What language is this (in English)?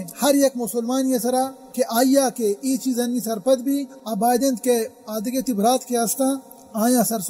Baluchi